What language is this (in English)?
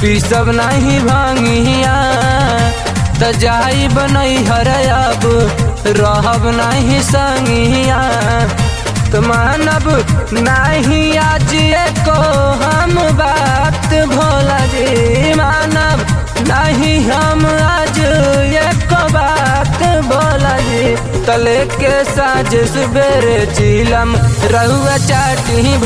Bhojpuri